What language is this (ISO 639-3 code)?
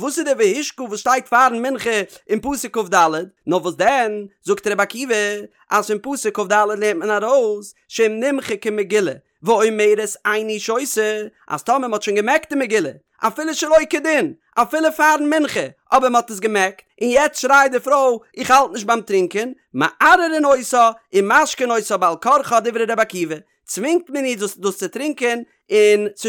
yid